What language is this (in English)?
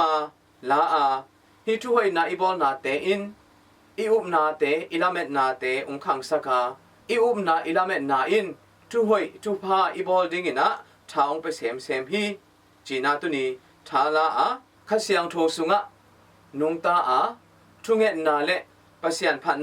Tedim Chin